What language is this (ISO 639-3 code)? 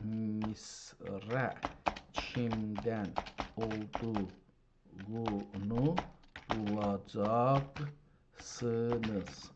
azb